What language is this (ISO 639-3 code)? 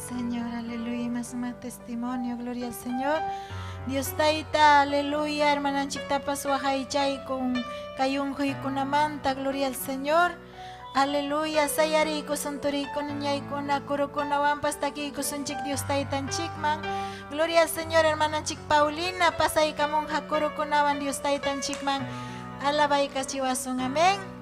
quy